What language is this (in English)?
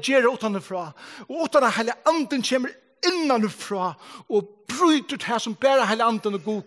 Faroese